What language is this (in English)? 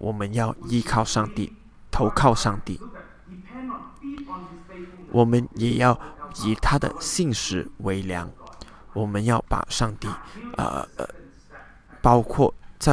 Chinese